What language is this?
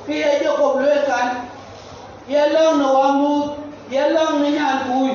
Dinka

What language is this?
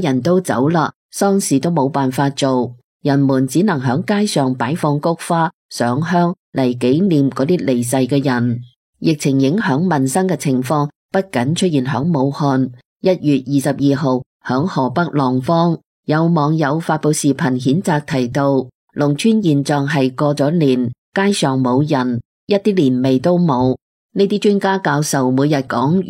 Cantonese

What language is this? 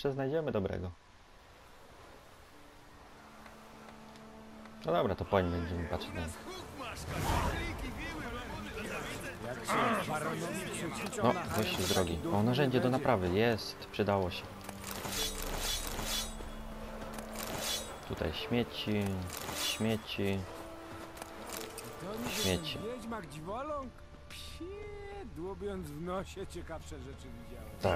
Polish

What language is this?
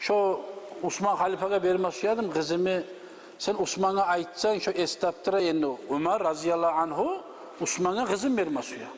Kumyk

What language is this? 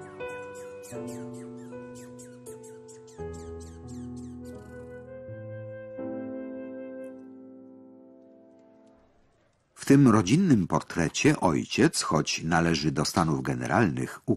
Polish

